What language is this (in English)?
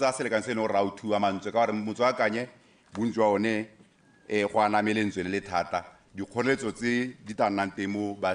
Tswana